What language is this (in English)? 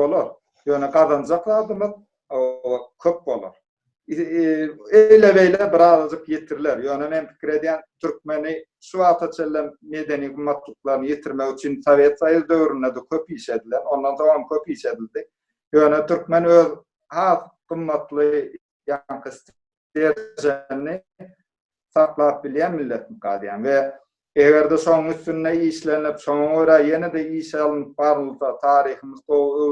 Turkmen